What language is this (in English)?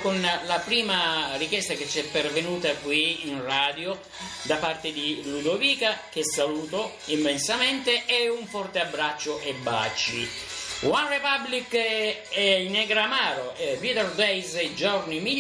Italian